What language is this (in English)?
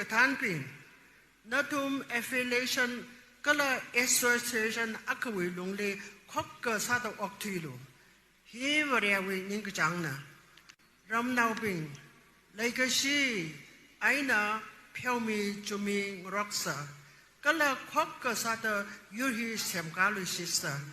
Tangkhul Naga (India)